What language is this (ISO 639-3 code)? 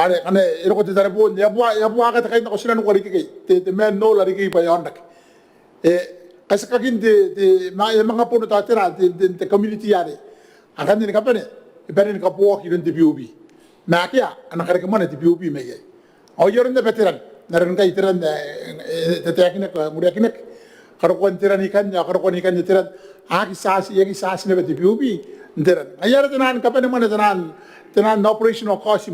gil